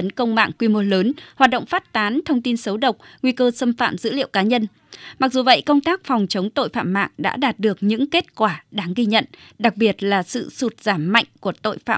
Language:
Vietnamese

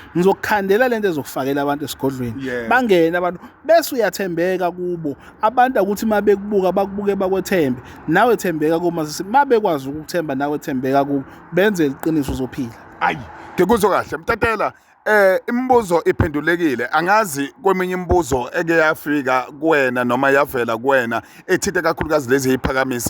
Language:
Zulu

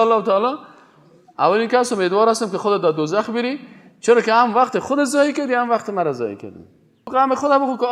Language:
Persian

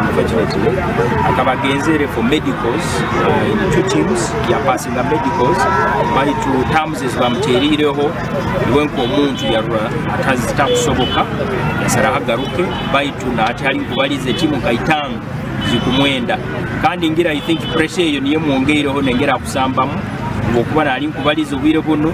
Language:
Nyankole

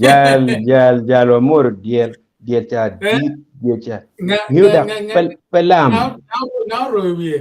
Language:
Acoli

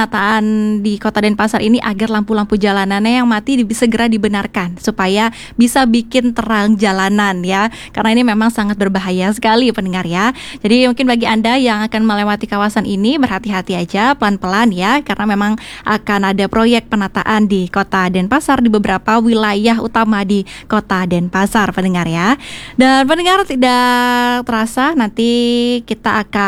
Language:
Indonesian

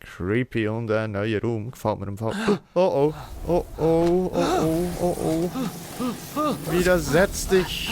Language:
Swiss German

